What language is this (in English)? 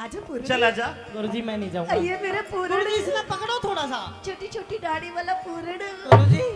Haryanvi